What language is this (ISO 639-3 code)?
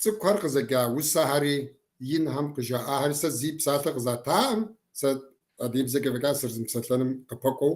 kbd